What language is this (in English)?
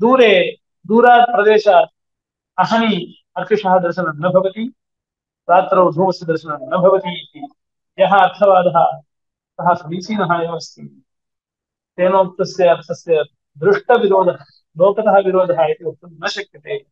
Sanskrit